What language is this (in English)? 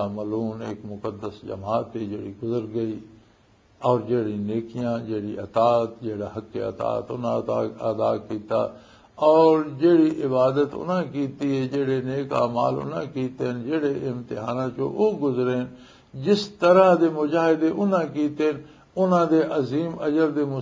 Western Panjabi